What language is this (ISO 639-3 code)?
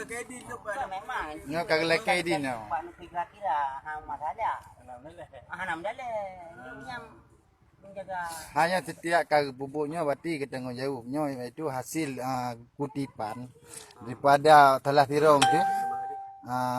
ace